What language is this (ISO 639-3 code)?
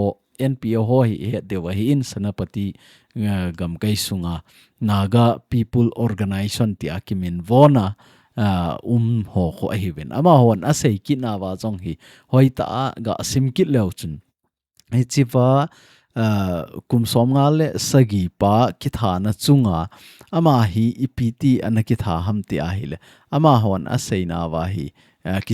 tcz